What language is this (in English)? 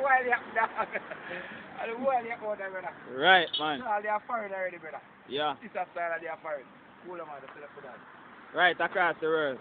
Jamaican Creole English